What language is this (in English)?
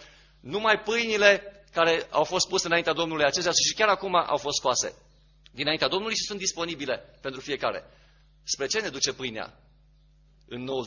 Romanian